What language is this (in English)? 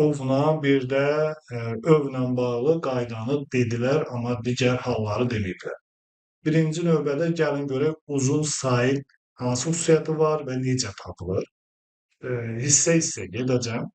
Azerbaijani